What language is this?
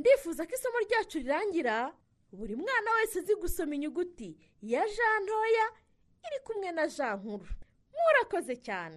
Kinyarwanda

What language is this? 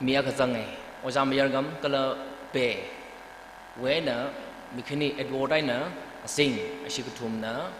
Tangkhul Naga (India)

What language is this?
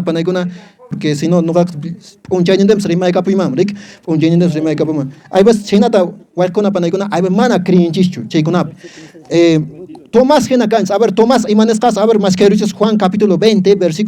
Quechua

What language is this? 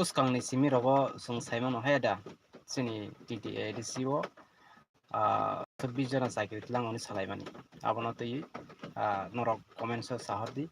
Kok Borok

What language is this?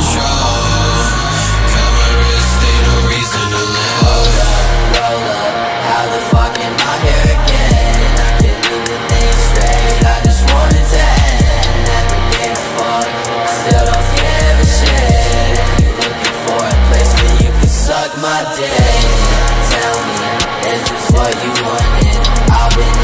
English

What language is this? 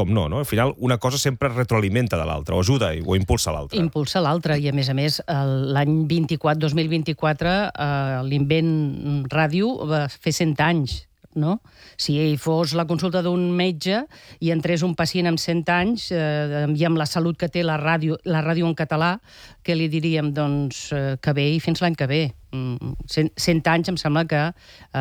Catalan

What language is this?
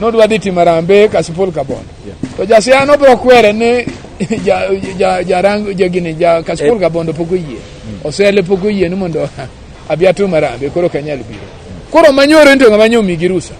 Luo (Kenya and Tanzania)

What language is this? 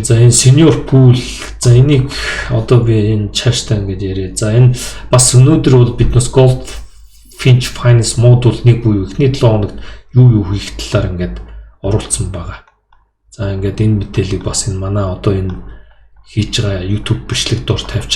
Mongolian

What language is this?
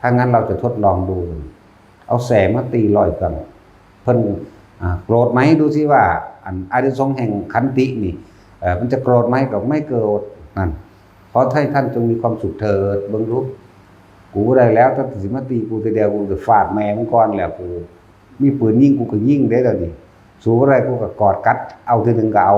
Northeastern Thai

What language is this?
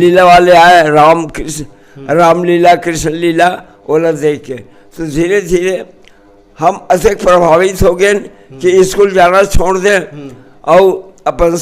Chhattisgarhi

